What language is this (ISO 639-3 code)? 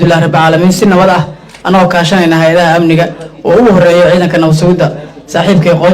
som